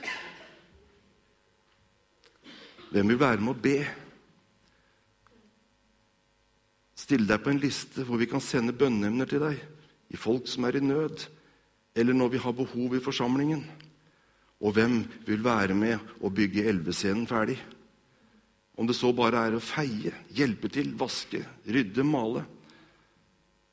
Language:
Norwegian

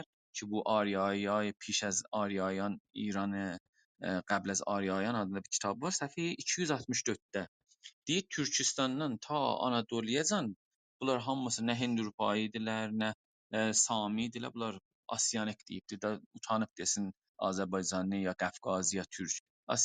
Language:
South Azerbaijani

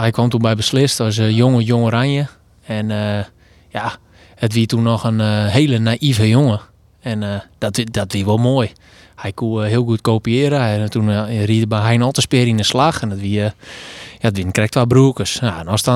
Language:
Western Frisian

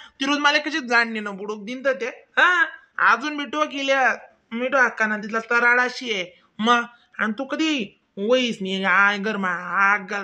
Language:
Khandesi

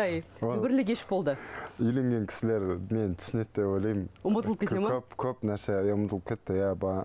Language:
Kazakh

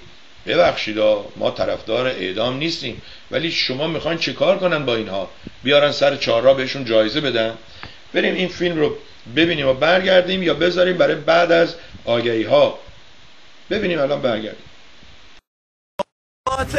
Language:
Persian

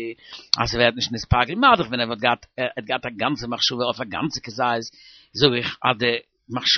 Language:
Yiddish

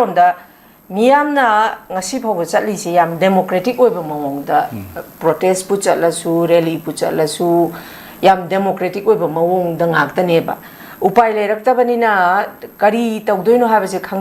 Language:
Manipuri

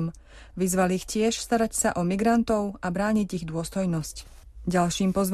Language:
Slovak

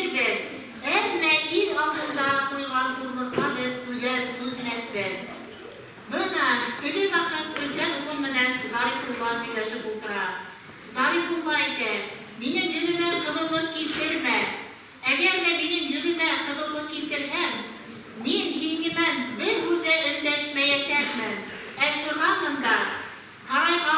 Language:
Bashkir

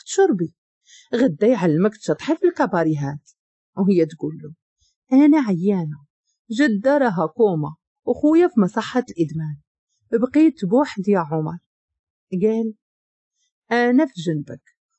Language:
Moroccan Arabic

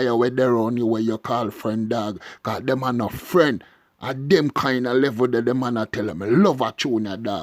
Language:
Jamaican Creole English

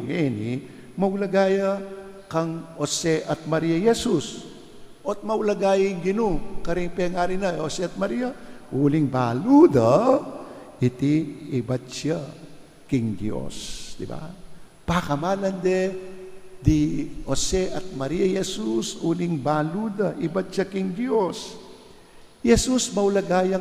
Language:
Pampanga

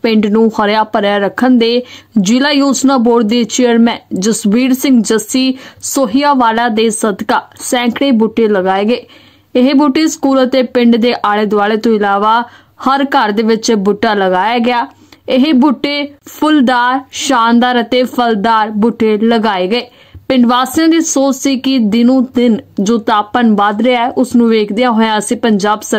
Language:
Punjabi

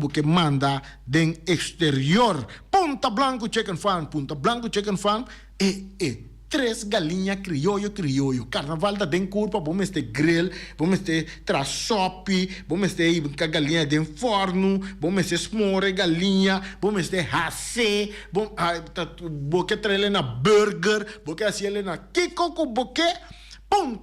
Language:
Papiamento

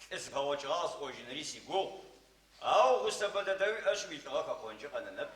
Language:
Adyghe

